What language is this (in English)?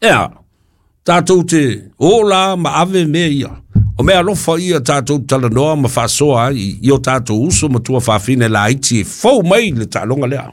Samoan